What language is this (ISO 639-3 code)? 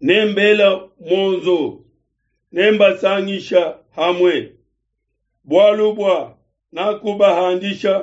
lua